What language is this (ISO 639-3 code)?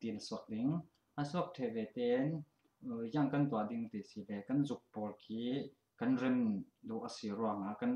cfm